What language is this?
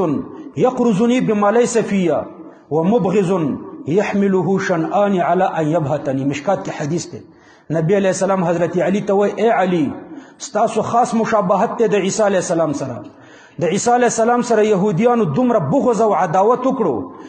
Pashto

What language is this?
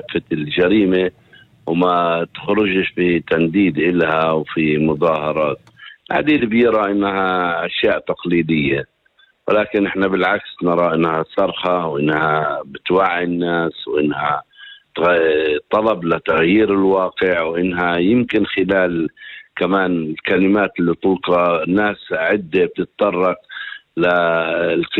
North Levantine Arabic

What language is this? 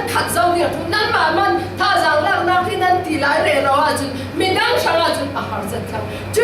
Falam Chin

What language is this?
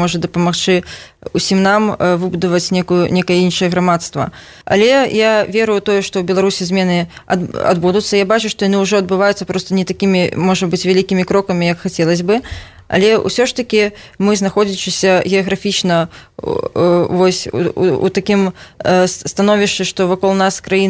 Belarusian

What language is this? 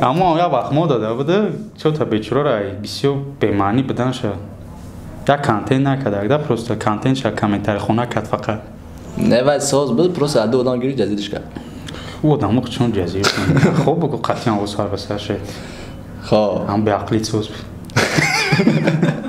Tajik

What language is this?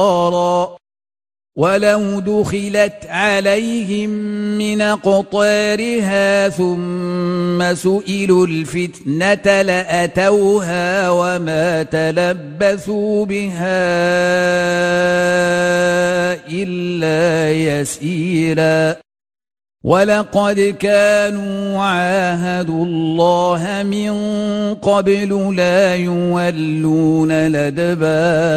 Arabic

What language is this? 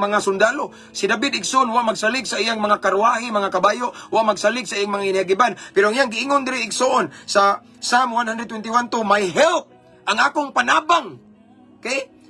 Cebuano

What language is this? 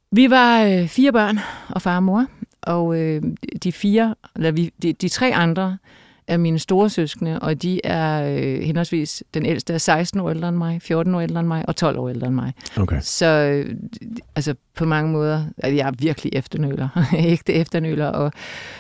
Danish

